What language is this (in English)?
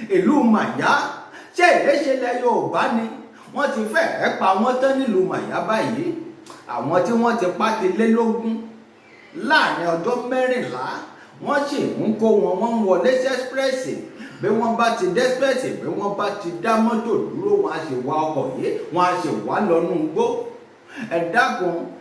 Yoruba